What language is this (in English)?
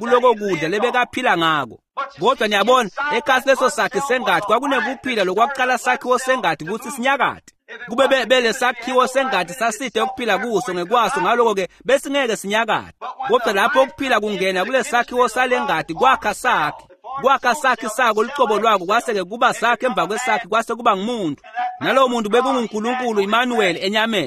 Swati